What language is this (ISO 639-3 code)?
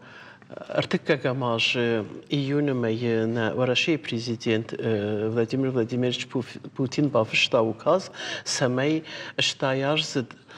oss